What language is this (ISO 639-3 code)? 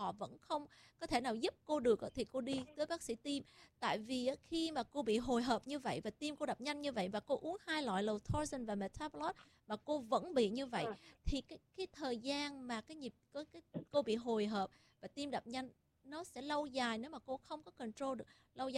vie